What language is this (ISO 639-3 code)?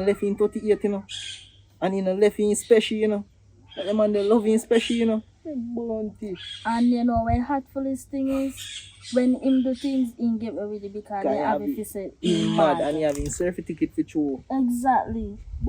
jam